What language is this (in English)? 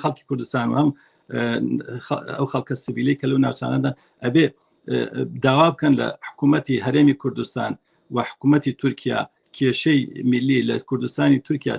Central Kurdish